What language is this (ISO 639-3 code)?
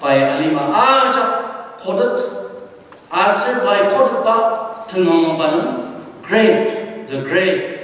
njo